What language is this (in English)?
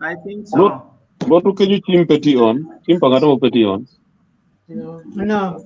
Acoli